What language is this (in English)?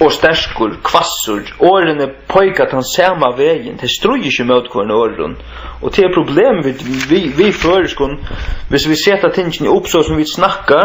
Faroese